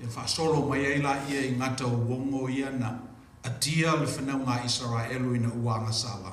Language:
Samoan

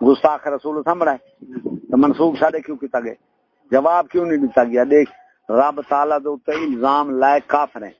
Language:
Saraiki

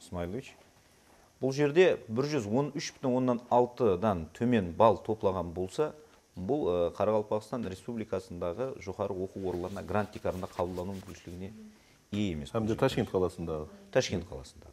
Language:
Kara-Kalpak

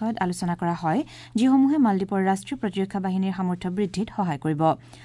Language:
Assamese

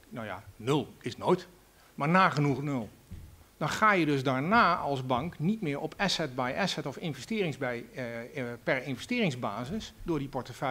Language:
Dutch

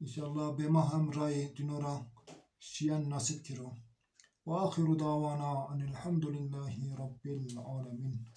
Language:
Zaza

